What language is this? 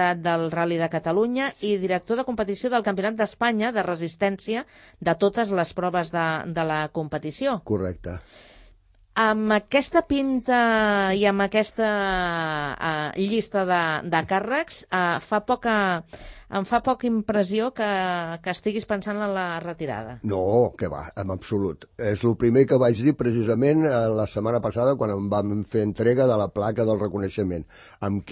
Catalan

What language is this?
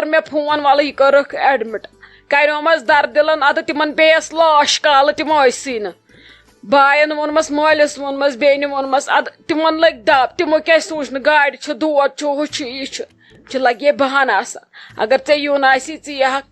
Kashmiri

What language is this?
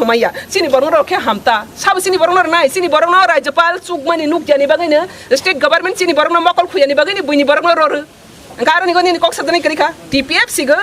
Kok Borok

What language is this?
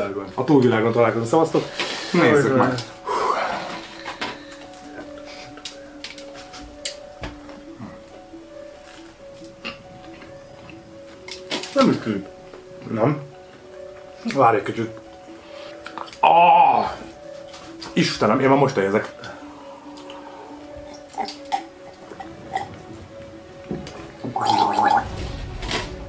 Hungarian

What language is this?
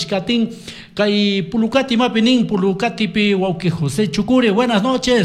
Chimborazo Highland Quichua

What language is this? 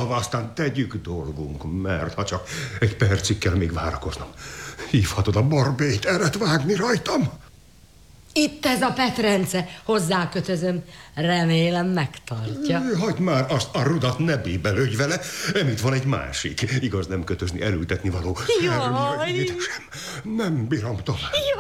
Hungarian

